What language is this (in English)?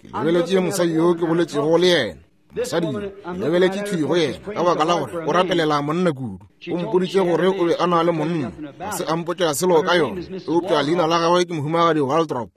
Northern Sotho